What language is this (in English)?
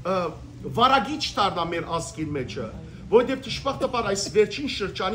Western Armenian